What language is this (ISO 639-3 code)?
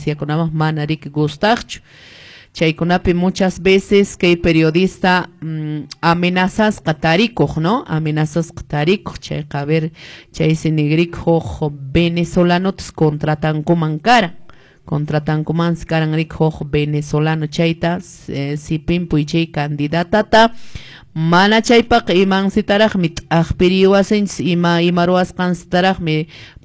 que